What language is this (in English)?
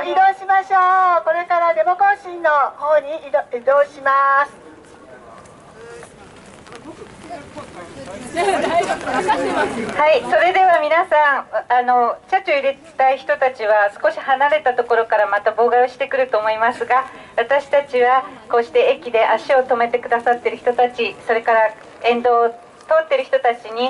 Japanese